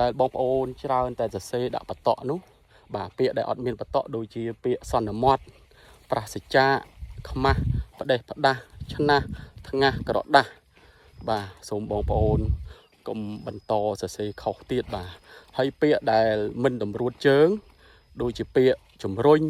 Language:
Khmer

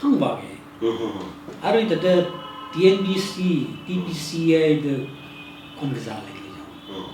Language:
Tangkhul Naga (India)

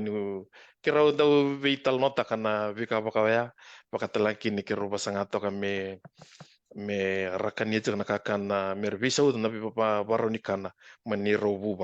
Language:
Fijian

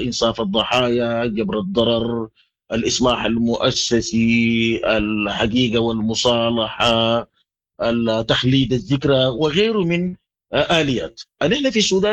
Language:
Sudanese Arabic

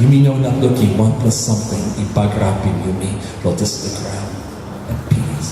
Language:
Tok Pisin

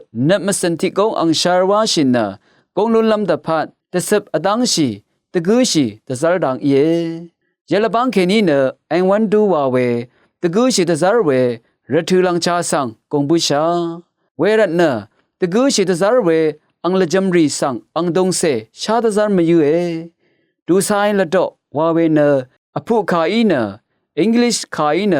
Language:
Rawang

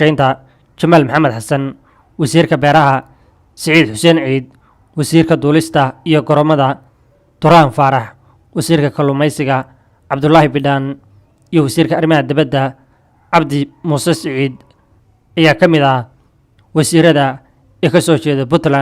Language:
Somali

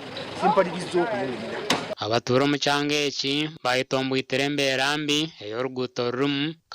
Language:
Nyankole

